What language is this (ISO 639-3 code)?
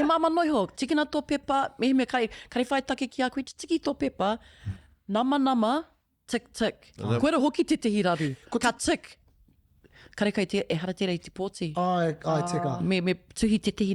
mri